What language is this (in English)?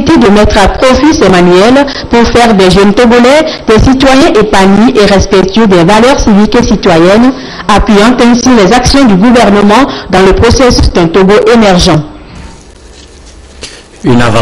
French